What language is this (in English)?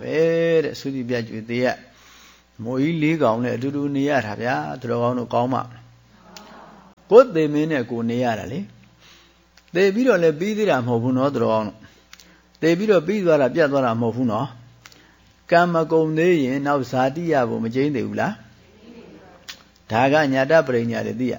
Burmese